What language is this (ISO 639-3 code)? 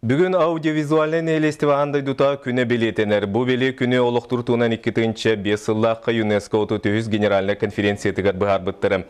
sah